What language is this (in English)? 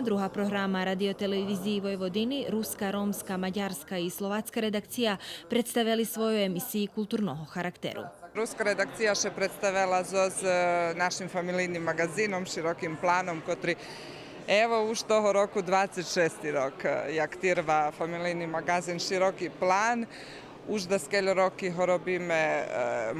Rusyn